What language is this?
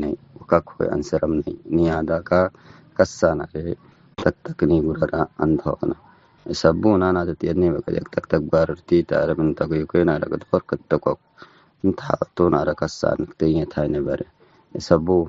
Tigre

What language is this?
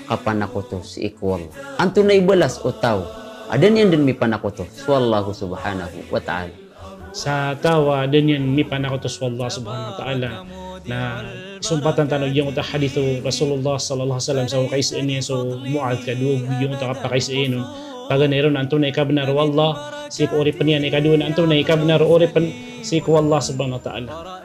Maranao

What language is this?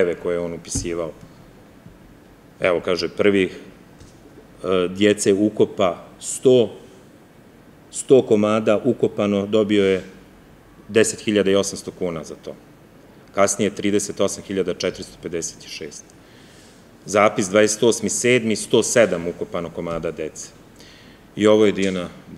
Serbian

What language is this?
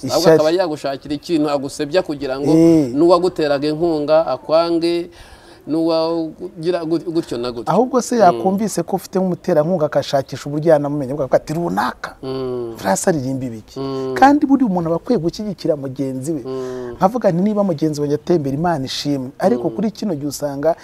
Kinyarwanda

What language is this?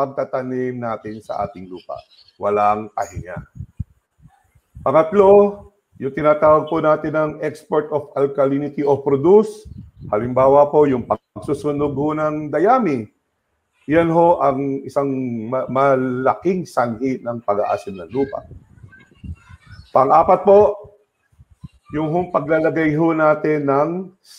Filipino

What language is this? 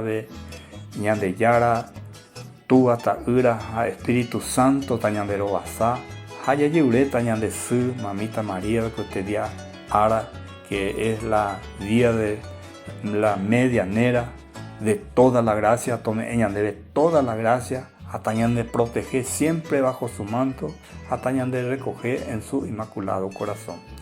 Guarani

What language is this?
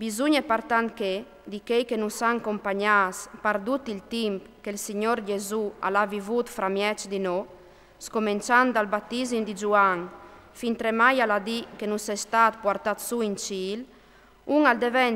Friulian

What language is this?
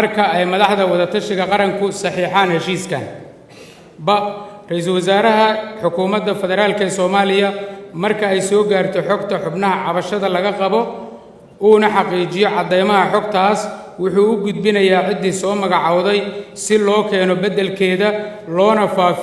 Somali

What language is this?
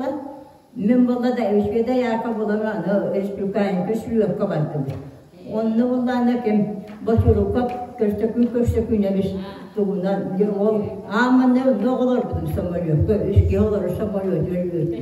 Yakut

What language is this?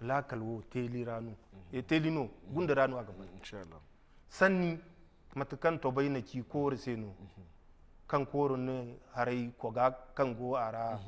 Zarma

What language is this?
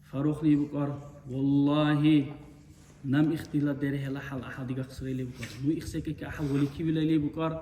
Dargwa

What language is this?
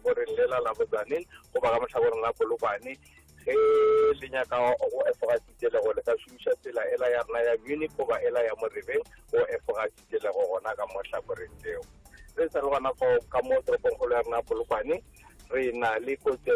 Northern Sotho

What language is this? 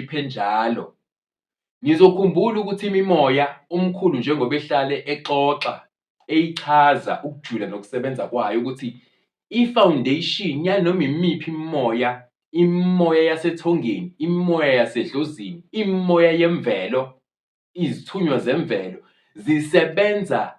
Zulu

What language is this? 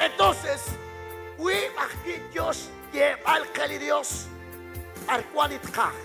Kekchí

